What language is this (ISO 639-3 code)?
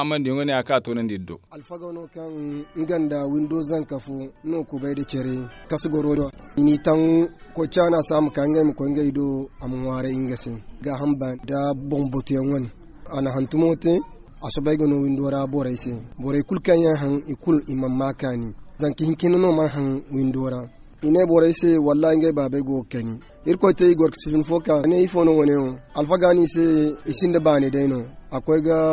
dje